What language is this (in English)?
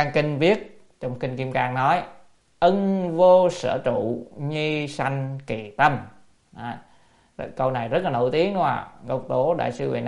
Vietnamese